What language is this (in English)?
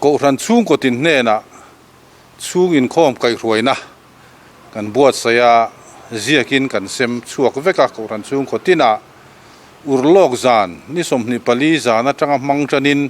Mizo